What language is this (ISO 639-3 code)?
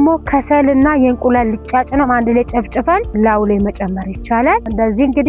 amh